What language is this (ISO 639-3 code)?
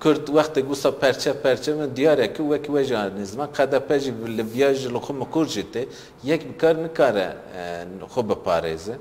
kur